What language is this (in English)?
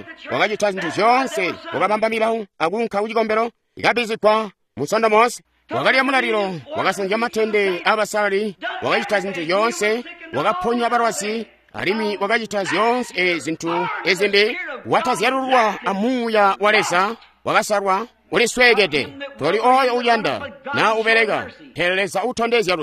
Tonga (Zambia)